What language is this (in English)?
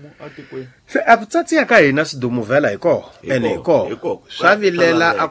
Tsonga